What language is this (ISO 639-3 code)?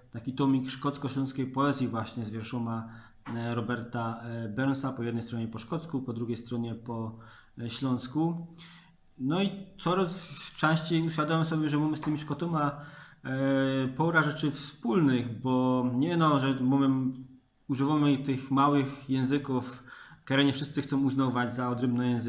szl